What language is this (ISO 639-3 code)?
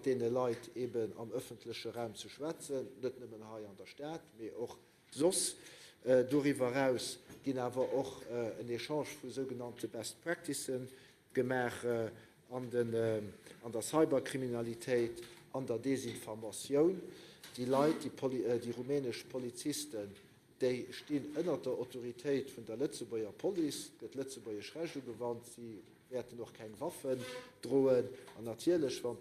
ltz